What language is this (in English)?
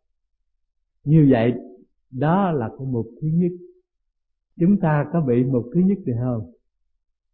Vietnamese